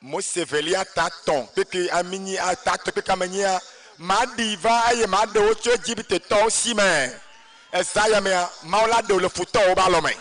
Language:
Ewe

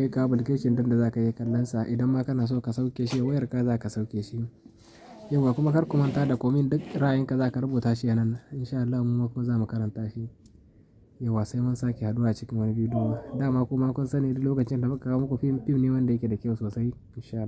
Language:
Hausa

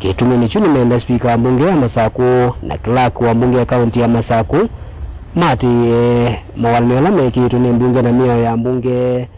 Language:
Kamba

